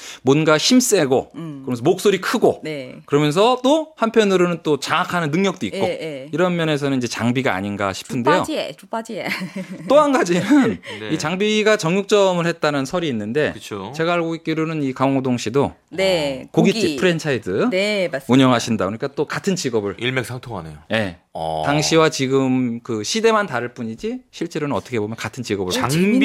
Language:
Korean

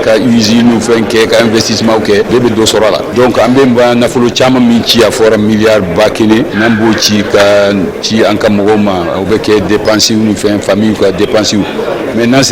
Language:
Bambara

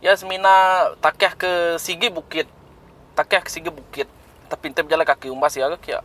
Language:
Iban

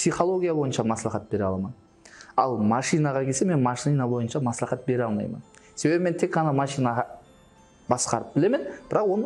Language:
Kara-Kalpak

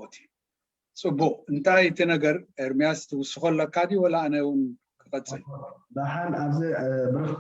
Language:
Tigrinya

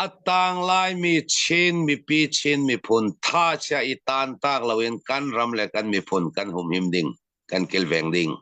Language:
Falam Chin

